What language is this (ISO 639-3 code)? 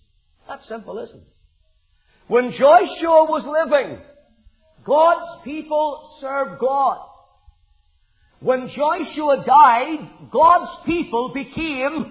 eng